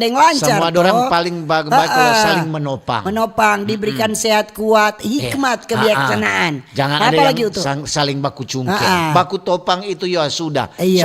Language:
Manado Malay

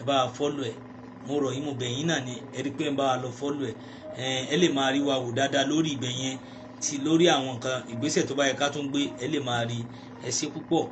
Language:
Yoruba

